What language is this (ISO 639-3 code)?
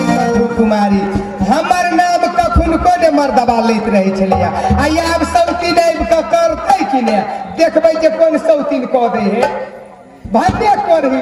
mai